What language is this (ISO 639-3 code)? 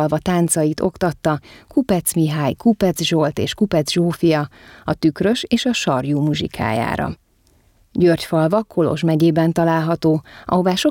hun